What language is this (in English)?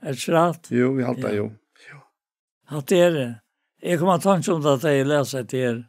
Faroese